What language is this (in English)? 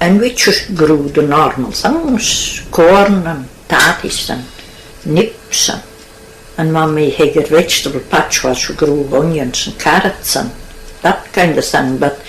Scots